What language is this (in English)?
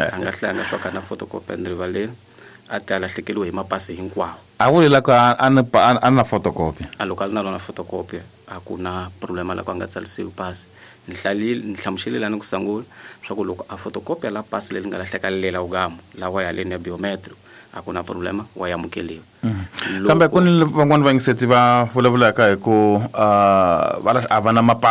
Tsonga